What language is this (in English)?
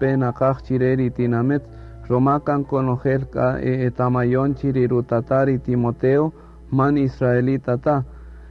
Kaqchikel